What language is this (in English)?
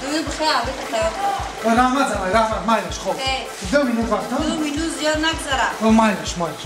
Tajik